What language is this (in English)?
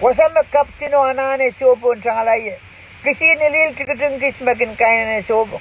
Pohnpeian